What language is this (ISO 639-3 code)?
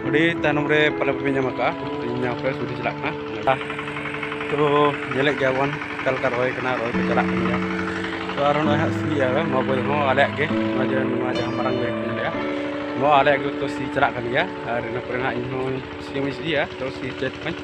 sat